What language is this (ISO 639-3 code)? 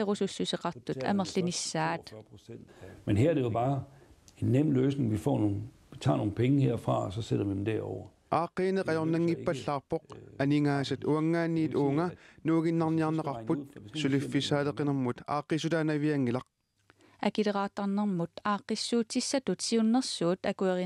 kal